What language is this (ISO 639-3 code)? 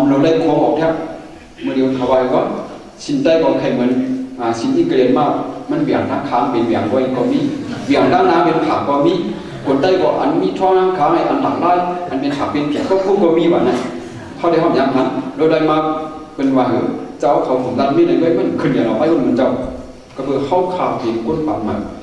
shn